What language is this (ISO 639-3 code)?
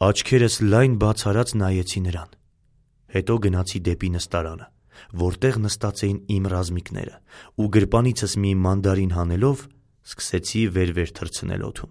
hye